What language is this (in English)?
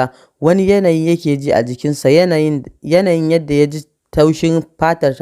Hausa